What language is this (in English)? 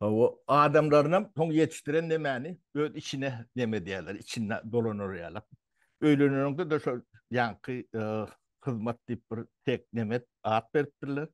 Turkmen